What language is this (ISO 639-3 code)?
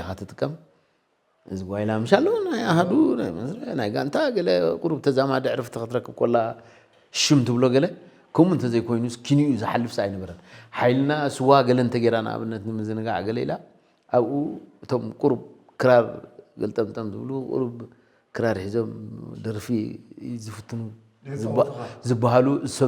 tir